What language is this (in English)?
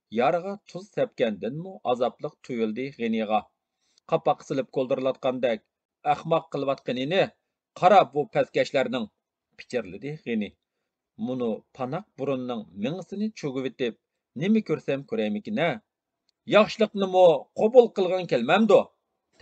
Uyghur